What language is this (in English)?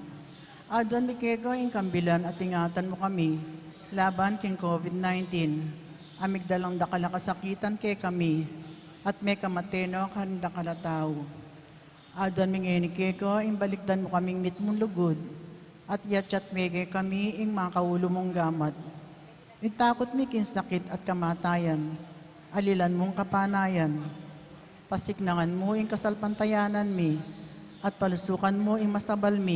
Pampanga